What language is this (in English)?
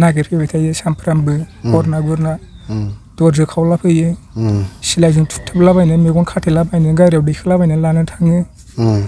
Bodo